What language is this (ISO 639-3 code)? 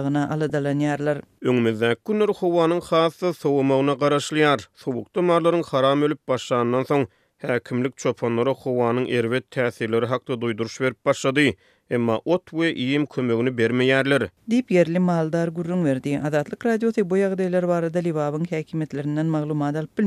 tuk